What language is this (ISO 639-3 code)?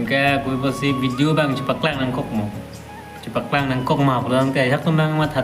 mjw